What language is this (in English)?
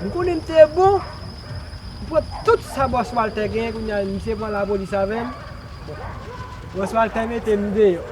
Haitian Creole